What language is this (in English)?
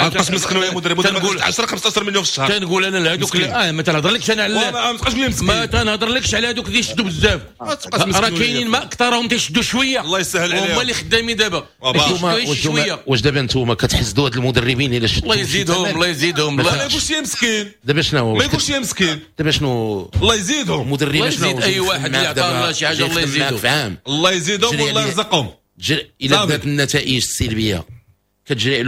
Moroccan Arabic